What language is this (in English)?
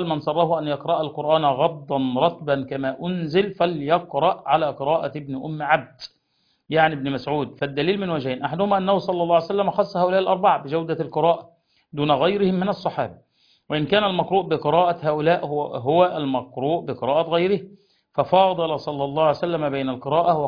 Arabic